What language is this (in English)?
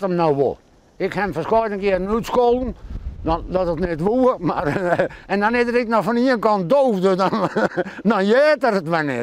Western Frisian